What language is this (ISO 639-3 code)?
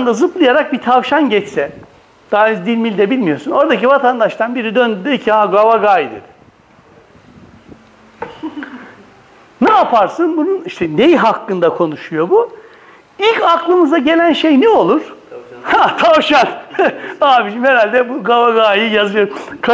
tur